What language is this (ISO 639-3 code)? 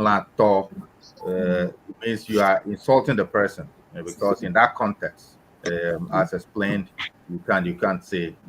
ewe